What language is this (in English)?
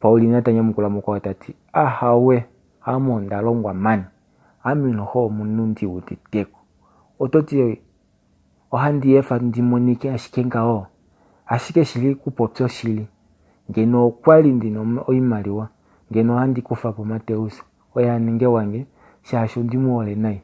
Kuanyama